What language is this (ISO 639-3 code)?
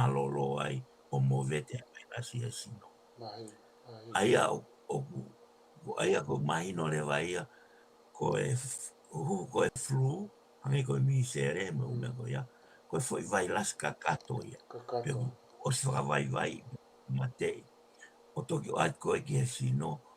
ton